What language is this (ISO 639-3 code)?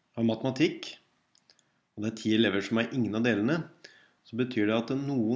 nor